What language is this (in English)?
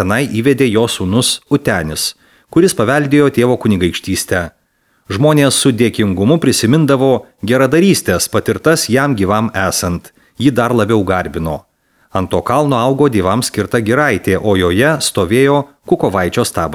Lithuanian